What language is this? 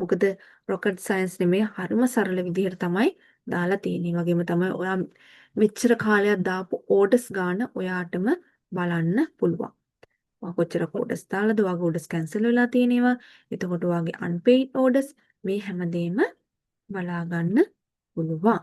Sinhala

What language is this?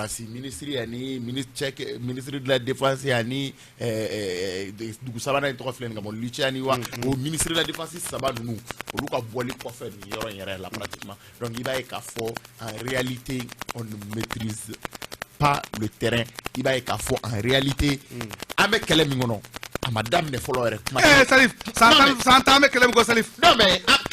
Bambara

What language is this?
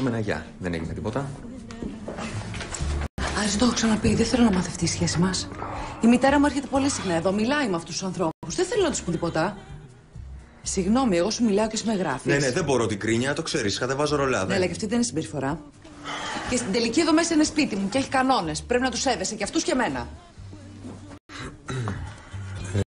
Greek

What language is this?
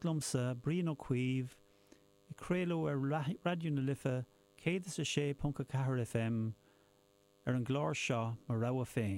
Irish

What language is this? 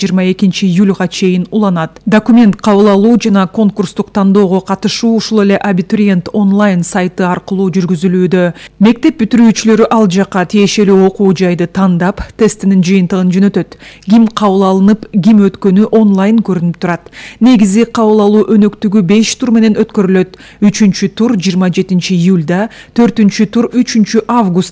Kyrgyz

